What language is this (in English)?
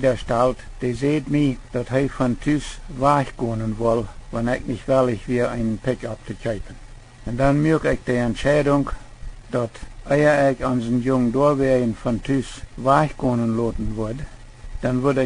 Plautdietsch